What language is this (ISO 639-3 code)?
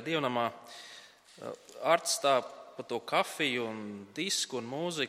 lav